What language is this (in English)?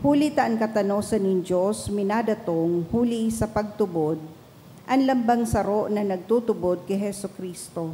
Bikol